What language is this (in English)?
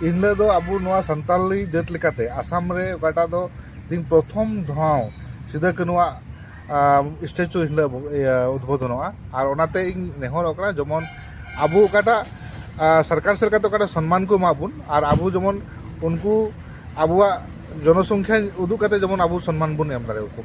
Santali